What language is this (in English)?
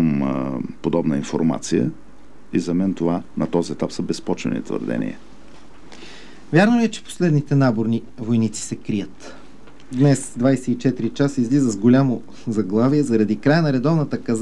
Bulgarian